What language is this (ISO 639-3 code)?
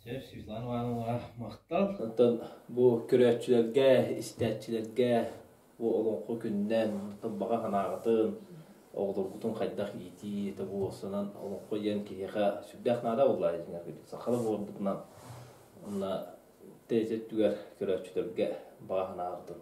sah